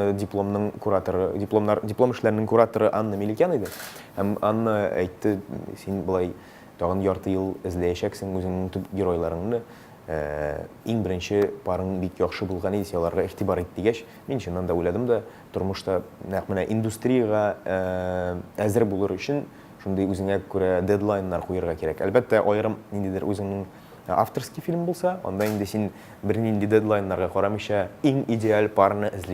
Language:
Tatar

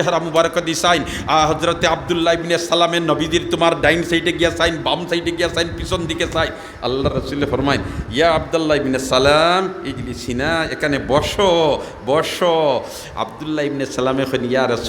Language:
Sylheti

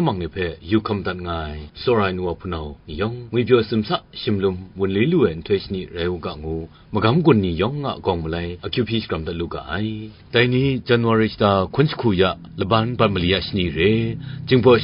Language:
Kachin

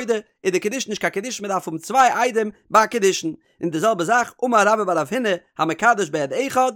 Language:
Yiddish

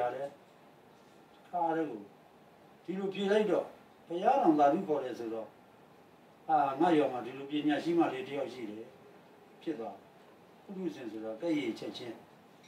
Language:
Burmese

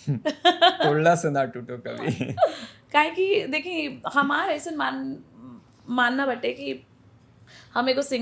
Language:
Bhojpuri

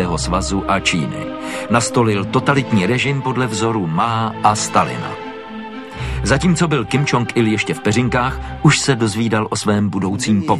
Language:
Czech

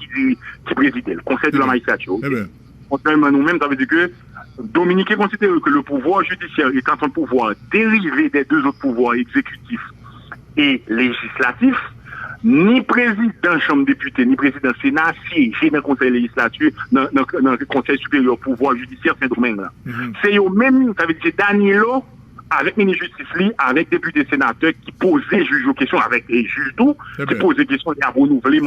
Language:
Haitian Creole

